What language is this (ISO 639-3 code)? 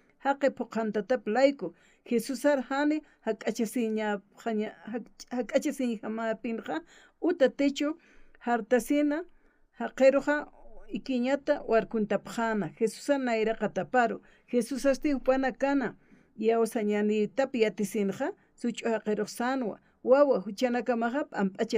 aym